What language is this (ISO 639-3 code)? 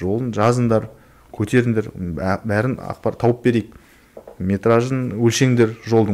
kaz